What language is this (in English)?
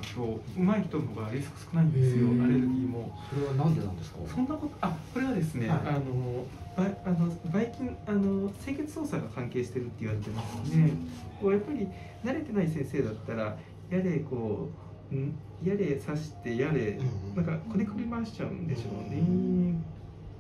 Japanese